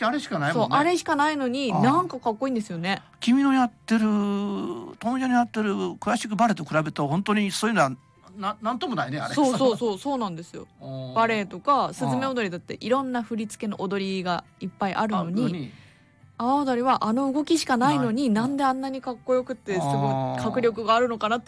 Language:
Japanese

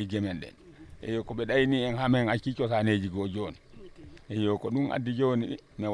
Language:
Fula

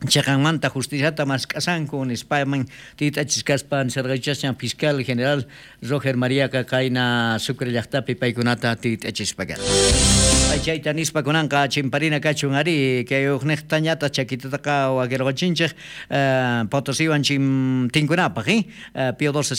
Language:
South Bolivian Quechua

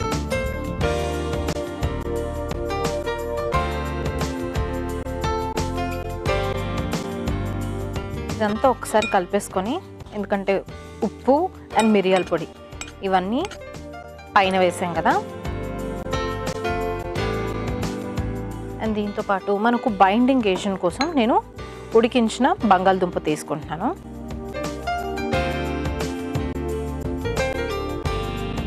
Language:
Telugu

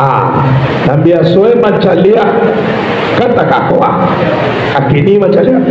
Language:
Minangkabau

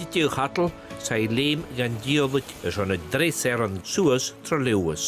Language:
Scottish Gaelic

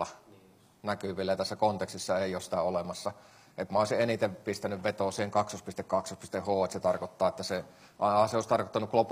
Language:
Finnish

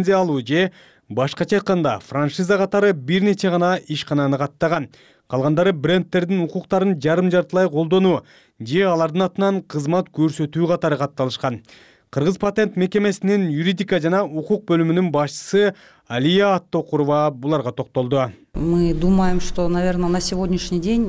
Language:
Kyrgyz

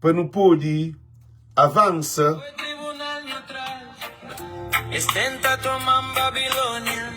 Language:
Kabuverdianu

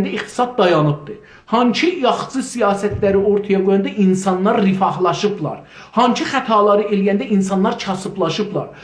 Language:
South Azerbaijani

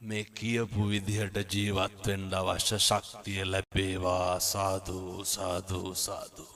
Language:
Sinhala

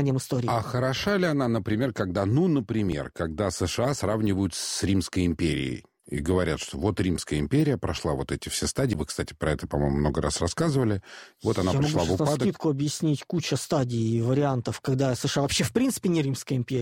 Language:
Russian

